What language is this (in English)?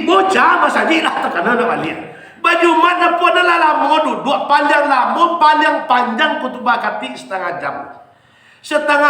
Minangkabau